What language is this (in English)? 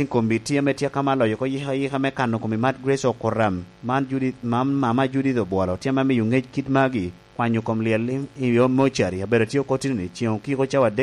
Lango (Uganda)